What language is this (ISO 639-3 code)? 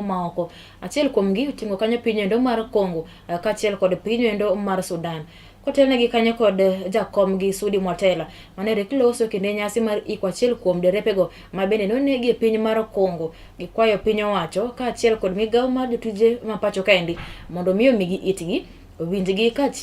luo